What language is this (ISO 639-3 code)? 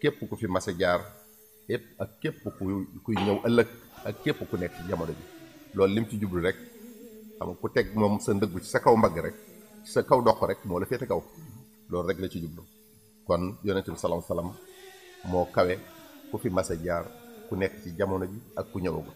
wol